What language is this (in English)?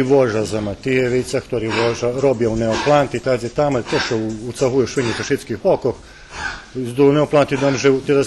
Rusyn